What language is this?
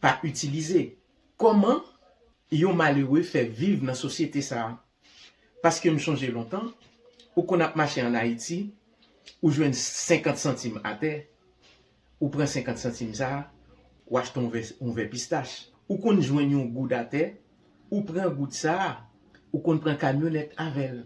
Haitian Creole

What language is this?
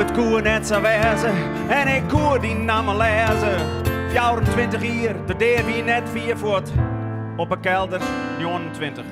Western Frisian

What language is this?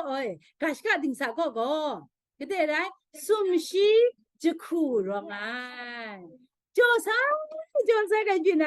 Kachin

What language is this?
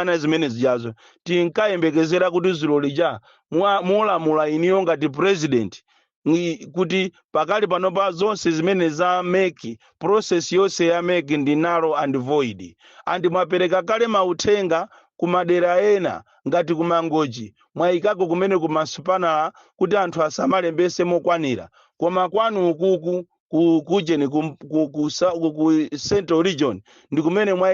Nyanja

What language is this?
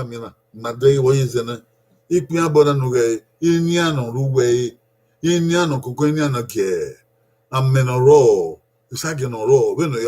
Bini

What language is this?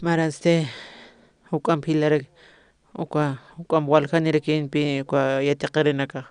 Aymara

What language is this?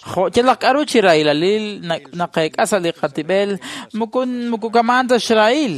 Kekchí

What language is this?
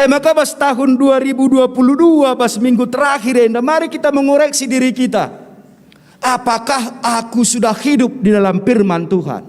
Batak Karo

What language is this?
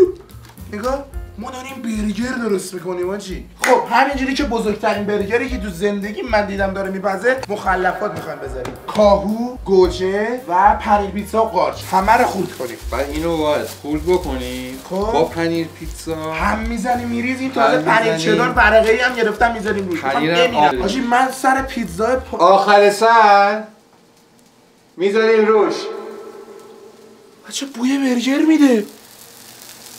Persian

